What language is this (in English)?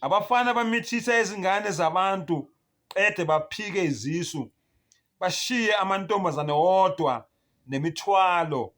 Zulu